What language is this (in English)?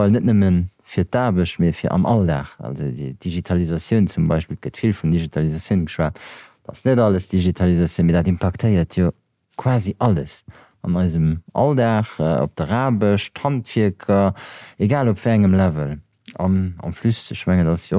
Luxembourgish